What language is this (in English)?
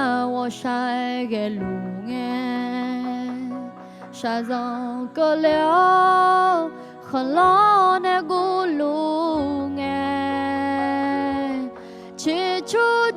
Akha